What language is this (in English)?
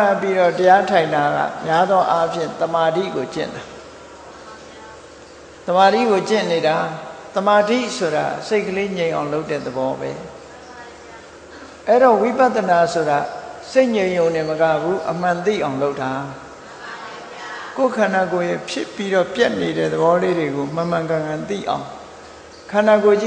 Burmese